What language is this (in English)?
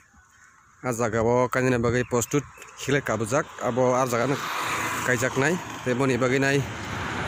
Kok Borok